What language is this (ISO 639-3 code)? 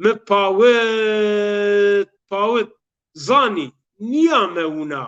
zza